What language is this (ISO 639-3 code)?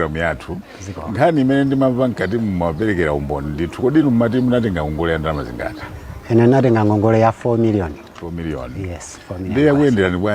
nya